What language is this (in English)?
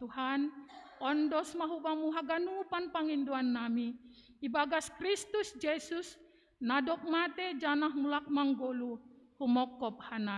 Batak Simalungun